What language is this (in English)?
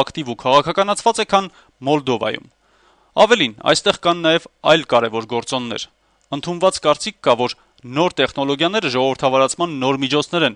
Armenian